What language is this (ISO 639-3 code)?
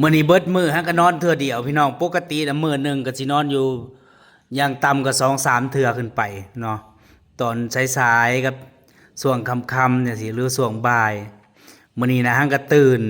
tts